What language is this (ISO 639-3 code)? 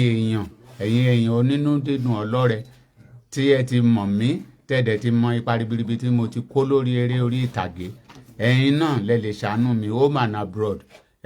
yor